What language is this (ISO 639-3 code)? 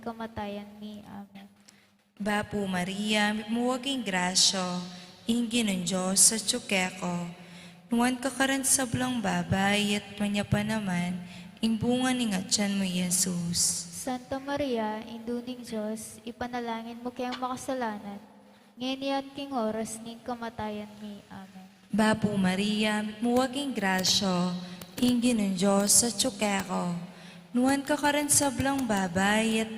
pam